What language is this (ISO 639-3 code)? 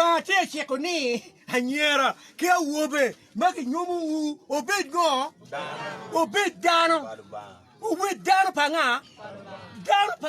ach